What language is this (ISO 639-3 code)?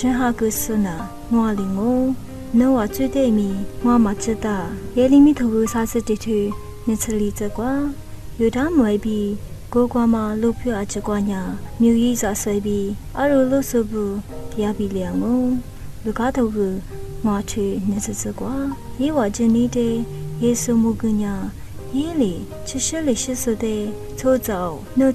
lis